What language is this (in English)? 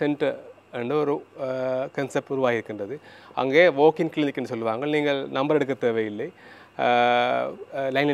Tamil